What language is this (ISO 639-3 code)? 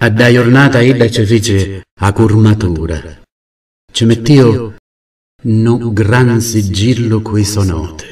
scn